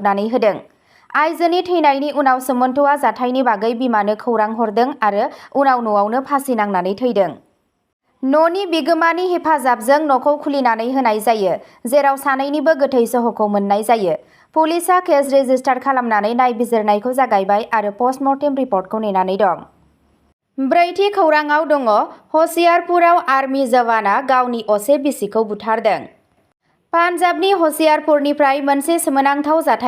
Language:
Bodo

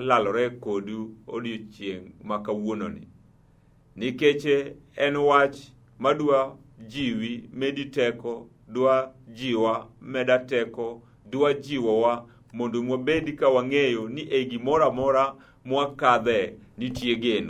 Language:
Luo (Kenya and Tanzania)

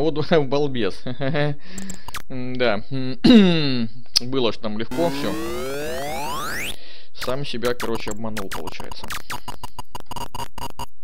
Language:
Russian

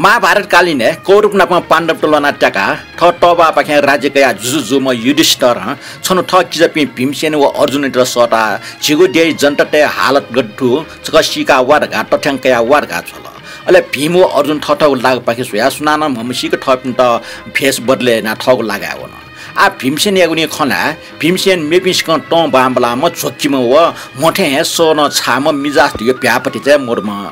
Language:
Newari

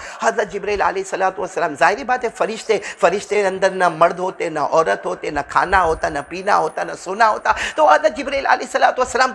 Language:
Hindi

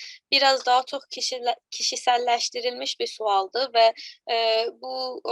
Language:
South Azerbaijani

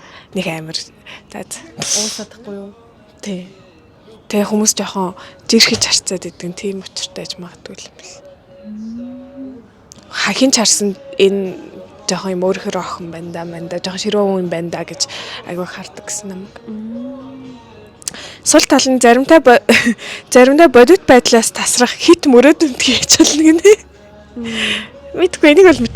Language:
Mongolian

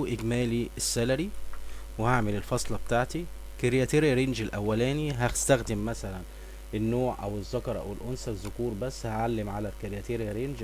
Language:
Egyptian Arabic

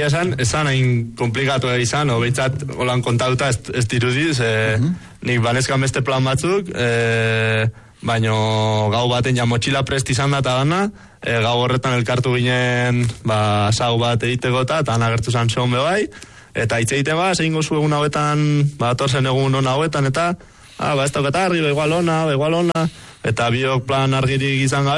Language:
Basque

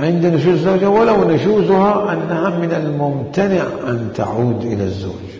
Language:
Mesopotamian Arabic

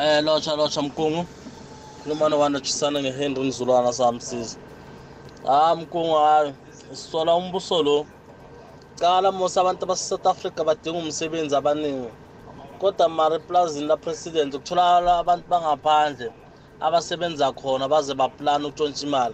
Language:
South Ndebele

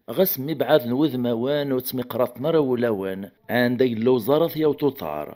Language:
Kabyle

